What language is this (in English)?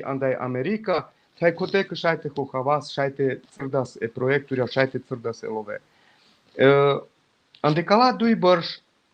Balkan Romani